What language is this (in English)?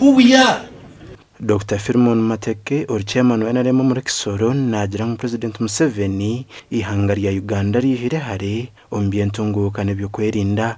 Nyankole